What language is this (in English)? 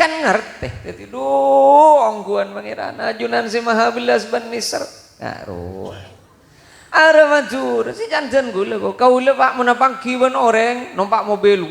Madurese